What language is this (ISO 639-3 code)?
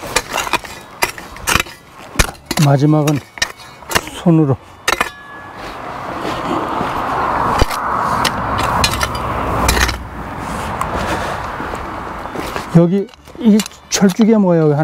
kor